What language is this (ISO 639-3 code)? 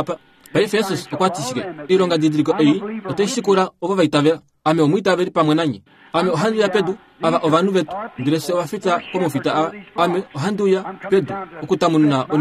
kua